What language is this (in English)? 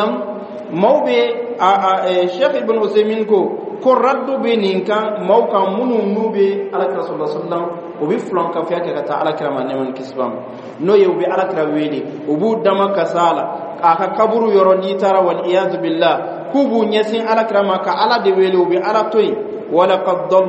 Bambara